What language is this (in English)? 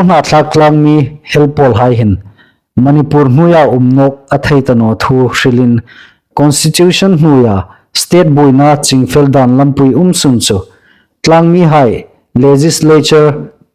Hmar